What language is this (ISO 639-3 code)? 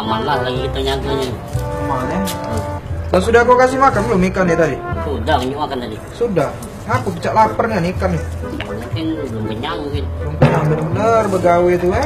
mui